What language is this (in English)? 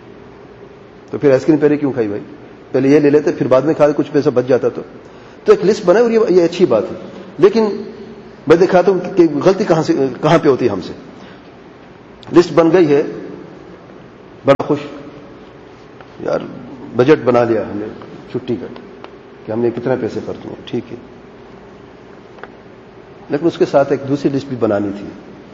Urdu